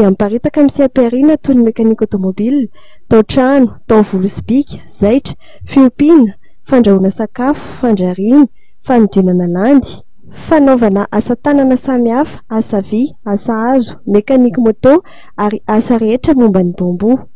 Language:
Malagasy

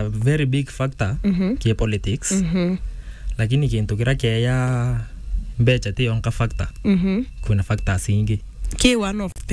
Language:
Meru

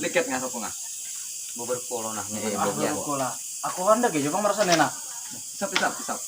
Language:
Banjar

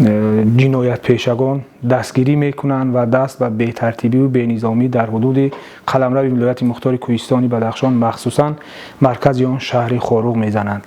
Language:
Tajik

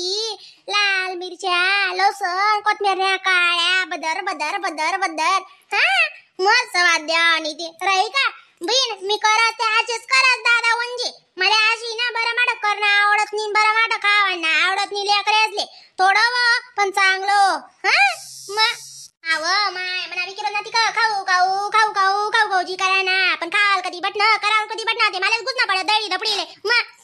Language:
Khandesi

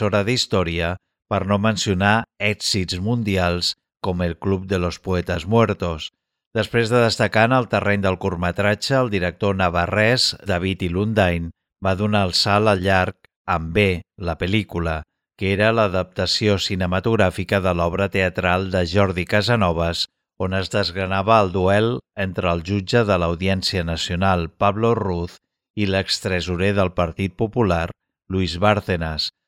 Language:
Catalan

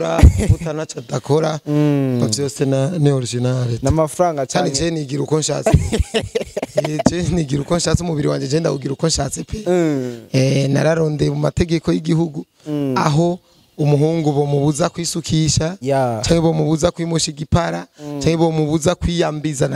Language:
Rundi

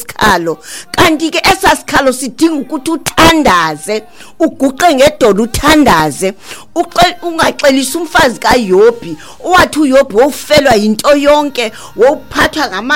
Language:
Xhosa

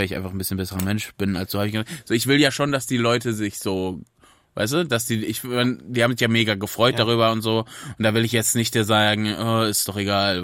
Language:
German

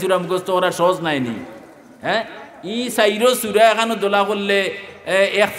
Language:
Sylheti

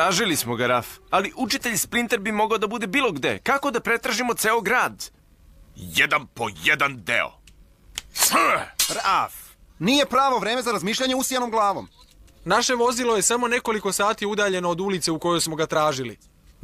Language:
Serbian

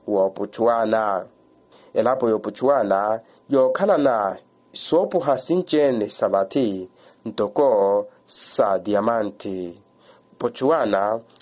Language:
Makhuwa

